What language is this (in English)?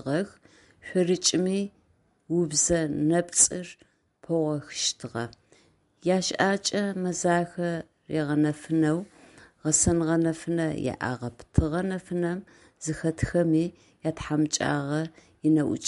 Adyghe